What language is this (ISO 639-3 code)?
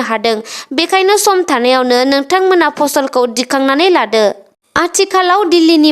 brx